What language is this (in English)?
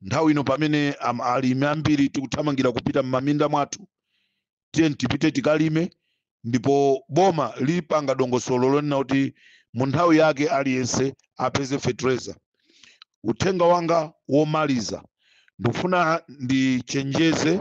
Nyanja